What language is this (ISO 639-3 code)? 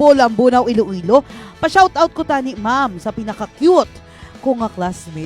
hil